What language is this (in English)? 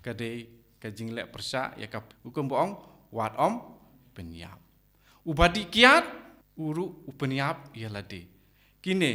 Khasi